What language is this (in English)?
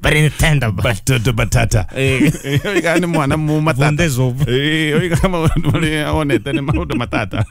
Kikuyu